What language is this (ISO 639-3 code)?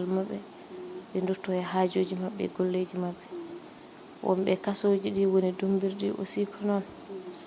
ful